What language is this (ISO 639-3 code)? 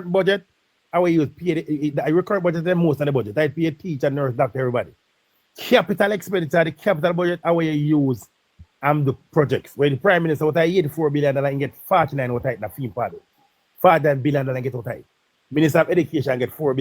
jam